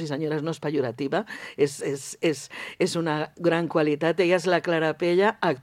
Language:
Catalan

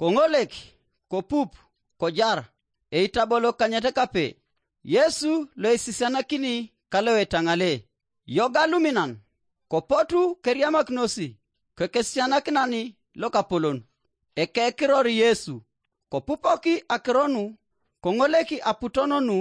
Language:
Teso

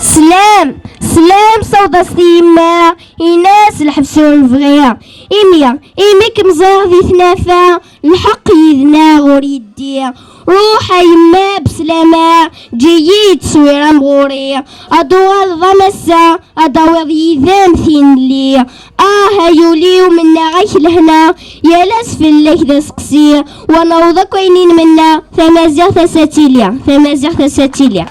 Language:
Kabyle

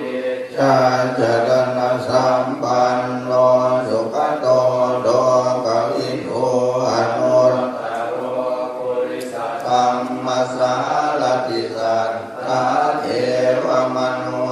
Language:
Pali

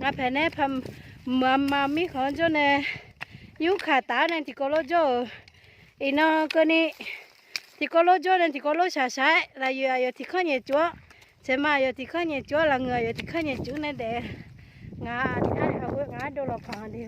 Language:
Akha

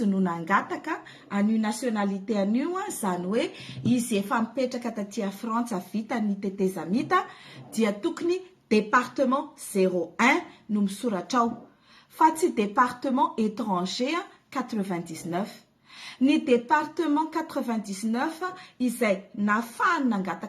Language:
Malagasy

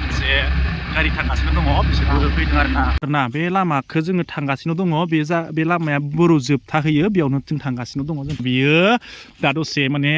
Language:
Bodo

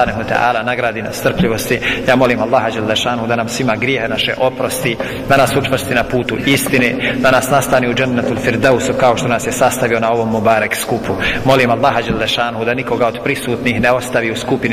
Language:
Bosnian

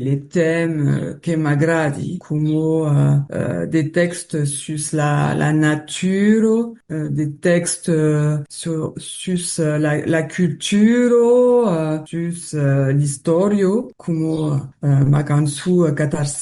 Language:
Occitan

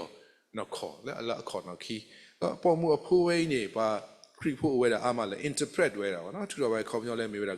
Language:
S'gaw Karen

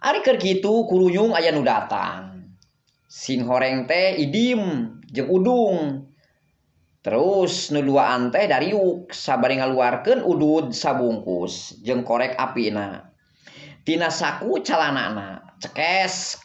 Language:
Sundanese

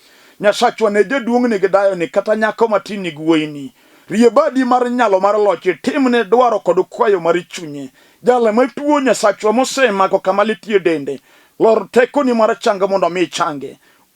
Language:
Luo (Kenya and Tanzania)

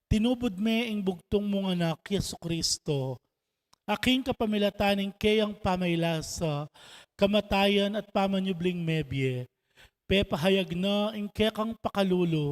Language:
Pampanga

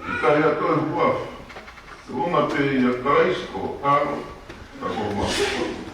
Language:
Tongan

